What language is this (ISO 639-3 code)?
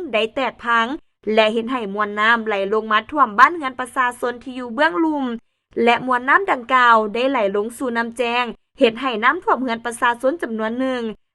lao